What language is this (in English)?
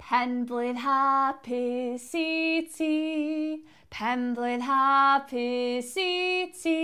Welsh